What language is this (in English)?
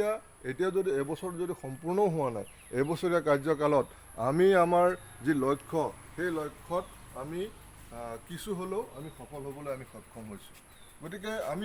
Assamese